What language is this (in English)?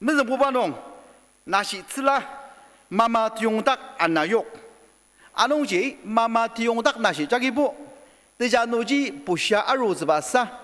Ao Naga